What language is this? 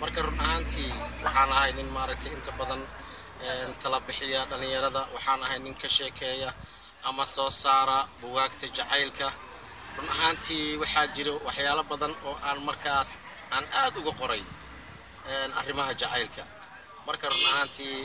Somali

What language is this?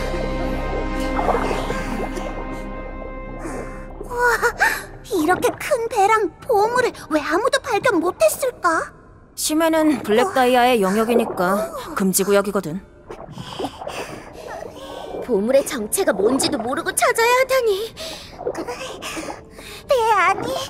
Korean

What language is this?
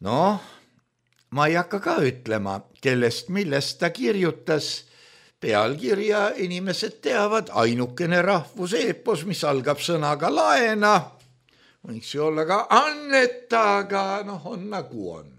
Estonian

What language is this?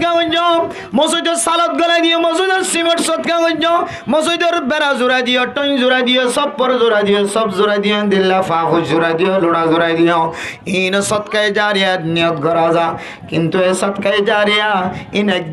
Rohingya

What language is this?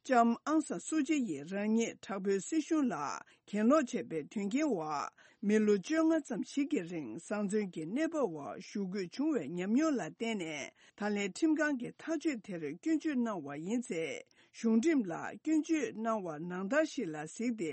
Tibetan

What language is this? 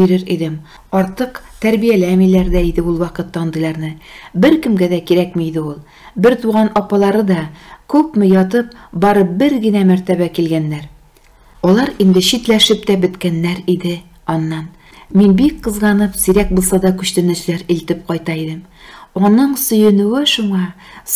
Tatar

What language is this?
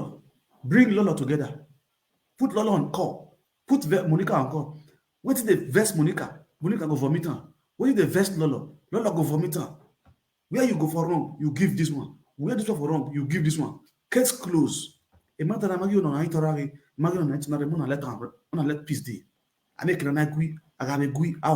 Nigerian Pidgin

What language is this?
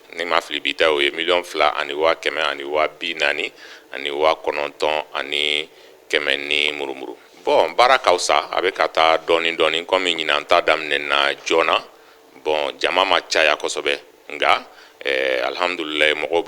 Bambara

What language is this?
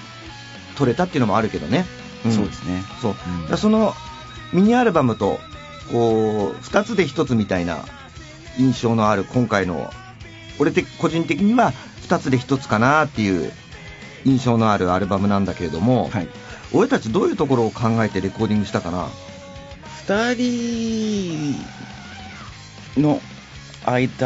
Japanese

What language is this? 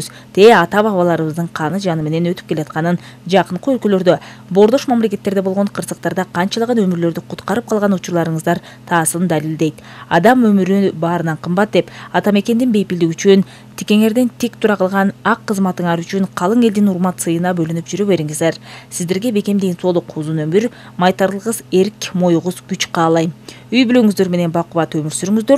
Kyrgyz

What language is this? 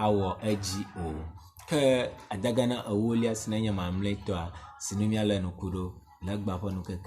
Ewe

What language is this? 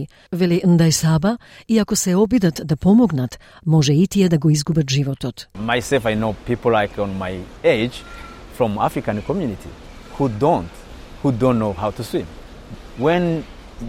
Macedonian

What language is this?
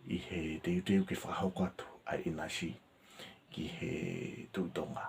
Tongan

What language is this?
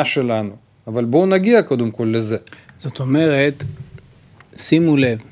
Hebrew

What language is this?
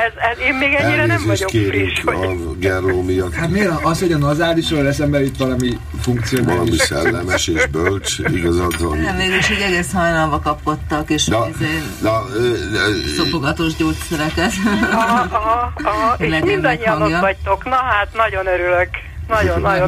Hungarian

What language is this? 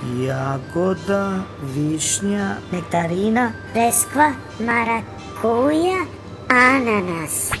Serbian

